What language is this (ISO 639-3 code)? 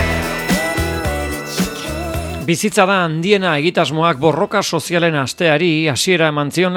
eus